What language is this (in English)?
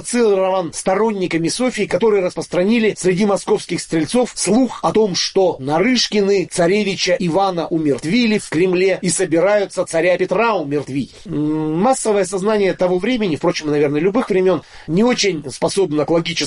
Russian